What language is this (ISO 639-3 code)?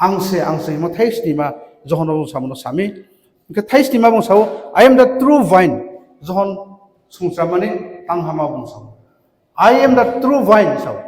ria